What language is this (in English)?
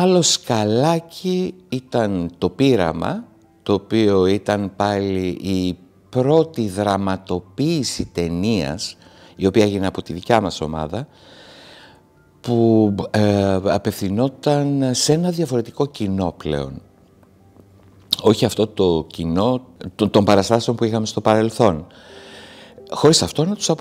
Greek